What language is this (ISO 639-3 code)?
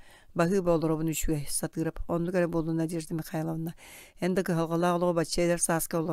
sah